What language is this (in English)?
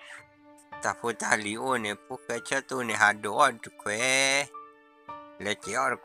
S'gaw Karen